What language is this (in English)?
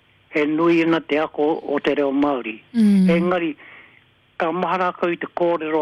Māori